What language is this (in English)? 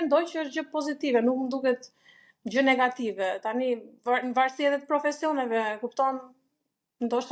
Albanian